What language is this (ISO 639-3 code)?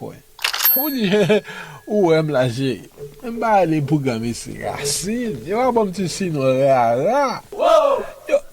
hat